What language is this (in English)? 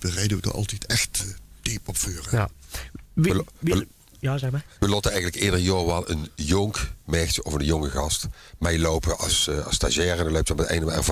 Limburgish